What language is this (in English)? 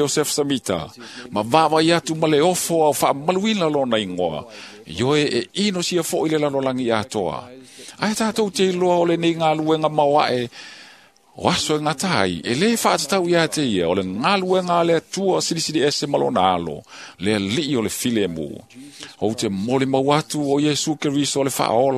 Samoan